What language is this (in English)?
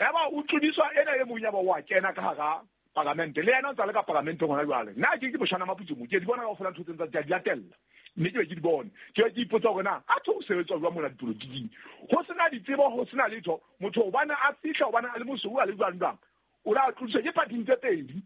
Southern Sotho